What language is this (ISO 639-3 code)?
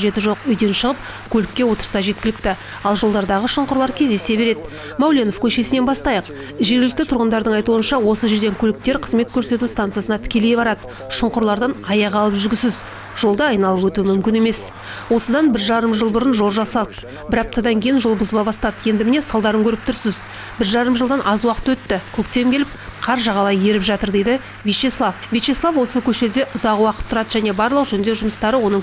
kaz